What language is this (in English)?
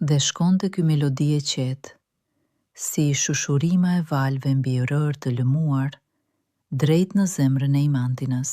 Albanian